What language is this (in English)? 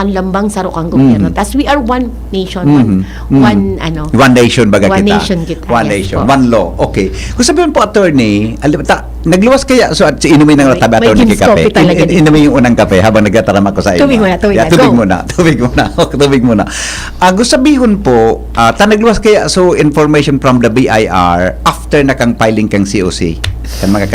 Bikol